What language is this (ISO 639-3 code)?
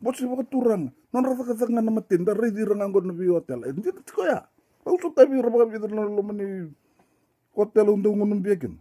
fij